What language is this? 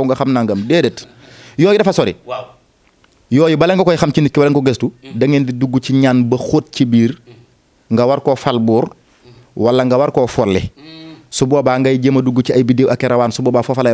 Wolof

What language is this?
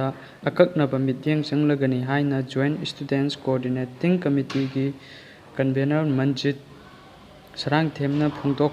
Manipuri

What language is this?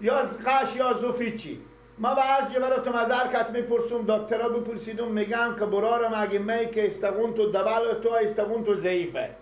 Persian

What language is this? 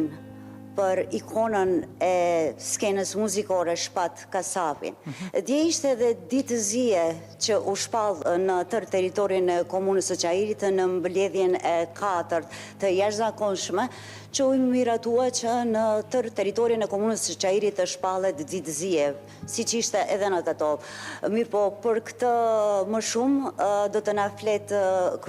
Albanian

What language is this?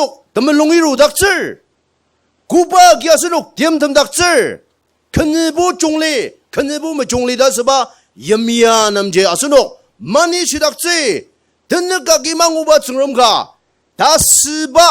Ao Naga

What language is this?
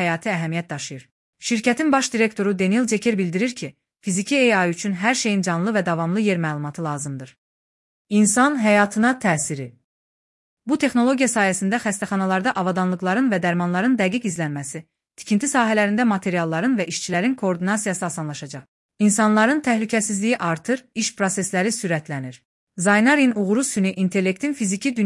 Azerbaijani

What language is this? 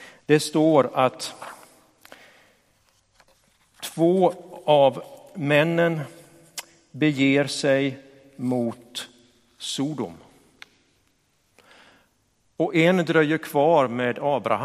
Swedish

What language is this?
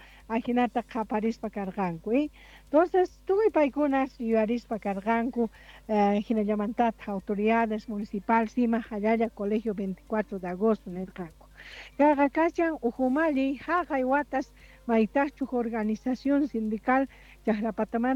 South Bolivian Quechua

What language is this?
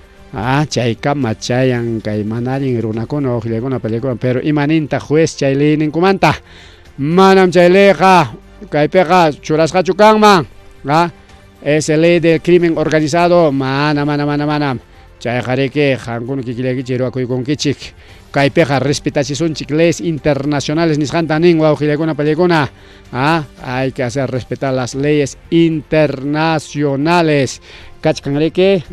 Ayacucho Quechua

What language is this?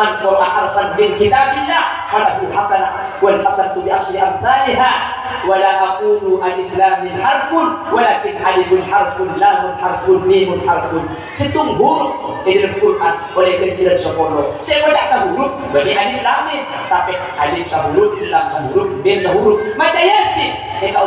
Madurese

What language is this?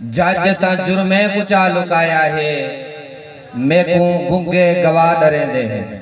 Saraiki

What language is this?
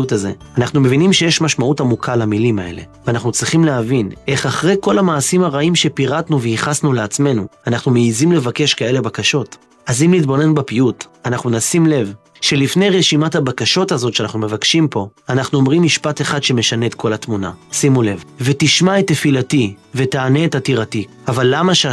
Hebrew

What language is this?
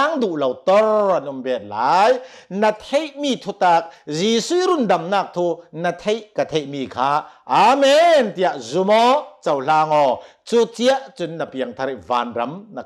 Hakha Chin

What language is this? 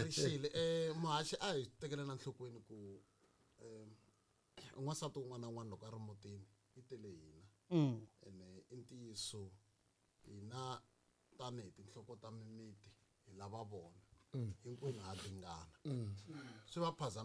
Tsonga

